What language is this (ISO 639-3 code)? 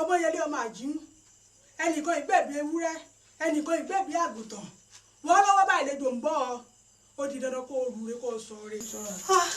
yor